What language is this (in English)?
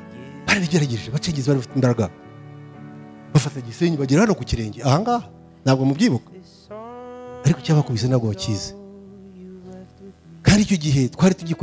Kinyarwanda